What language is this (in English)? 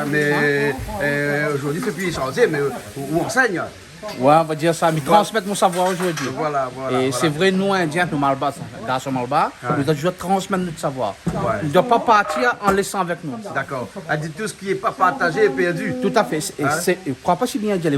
Réunion Creole French